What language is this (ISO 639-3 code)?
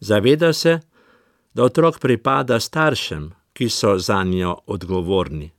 slv